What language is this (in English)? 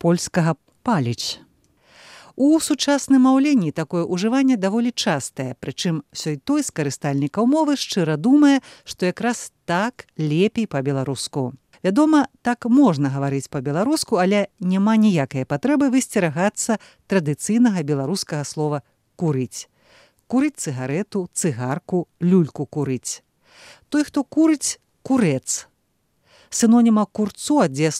Belarusian